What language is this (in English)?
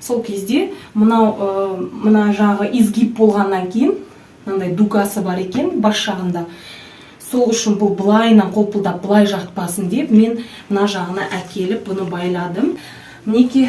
Kazakh